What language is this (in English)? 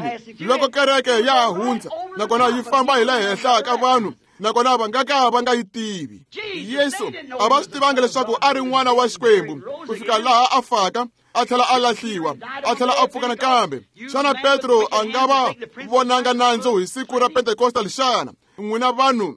Tsonga